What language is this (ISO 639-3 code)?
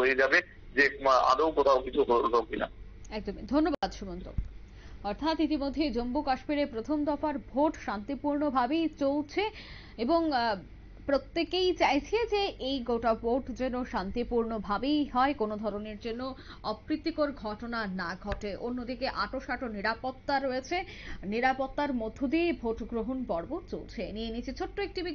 ben